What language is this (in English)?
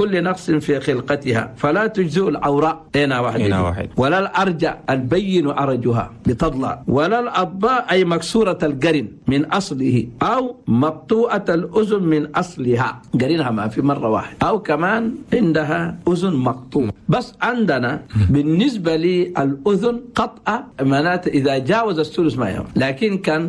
Chadian Arabic